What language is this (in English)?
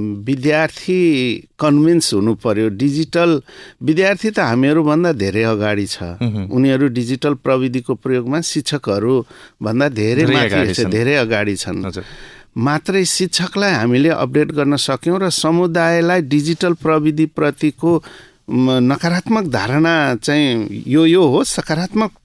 Nepali